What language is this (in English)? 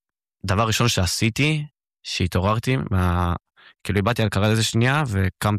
Hebrew